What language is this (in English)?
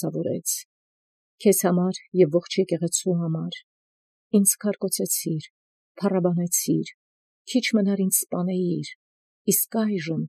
Armenian